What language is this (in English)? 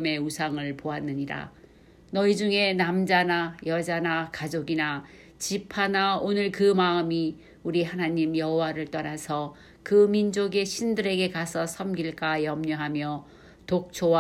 Korean